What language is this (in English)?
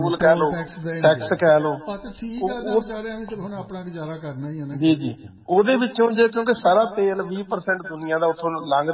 Punjabi